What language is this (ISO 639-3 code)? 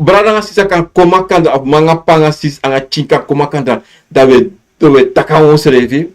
srn